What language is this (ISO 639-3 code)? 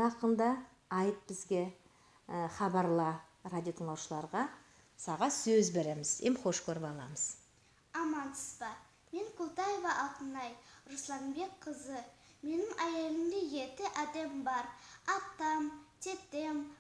nog